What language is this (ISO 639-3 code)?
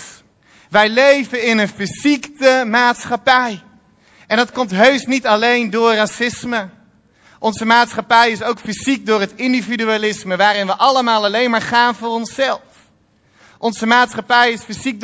nld